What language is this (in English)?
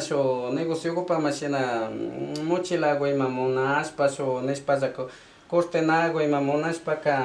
Imbabura Highland Quichua